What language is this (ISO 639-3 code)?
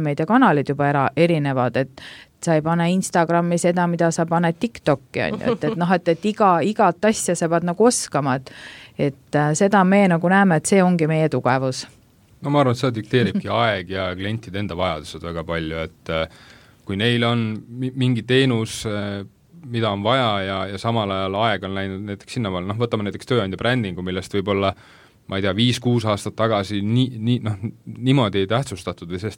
est